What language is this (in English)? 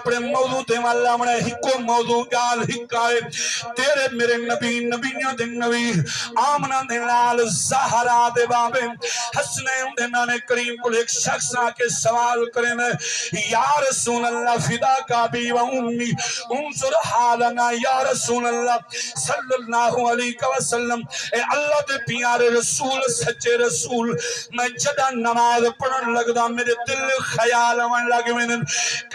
Saraiki